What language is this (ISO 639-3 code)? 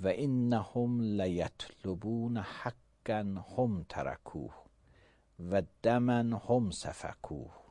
aze